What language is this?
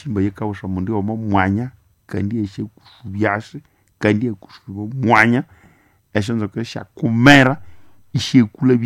Nande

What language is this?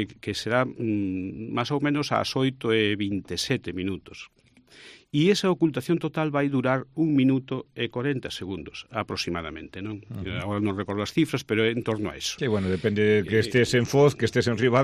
Galician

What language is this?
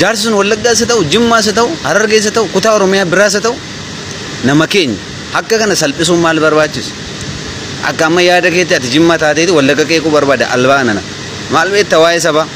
Oromo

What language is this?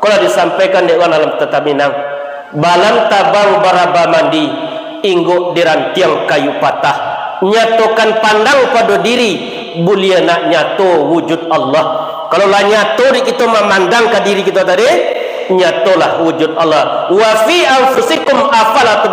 Minangkabau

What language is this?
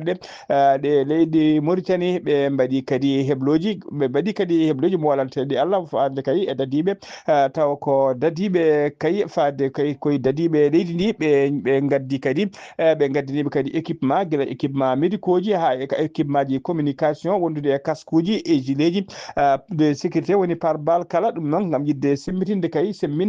Fula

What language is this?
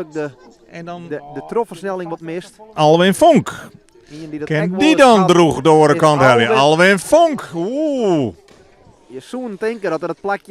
Western Frisian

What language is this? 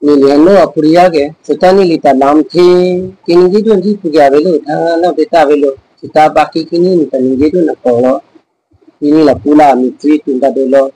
Karbi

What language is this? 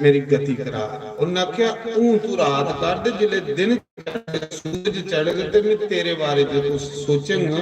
Dogri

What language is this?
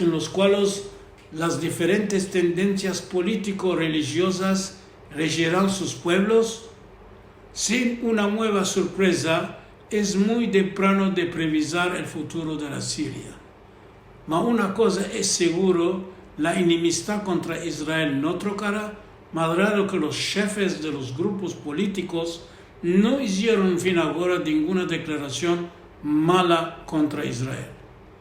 Ladino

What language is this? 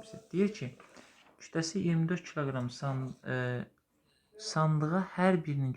Azerbaijani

